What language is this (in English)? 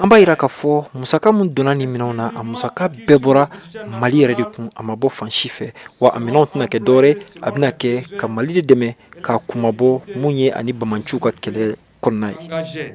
Bambara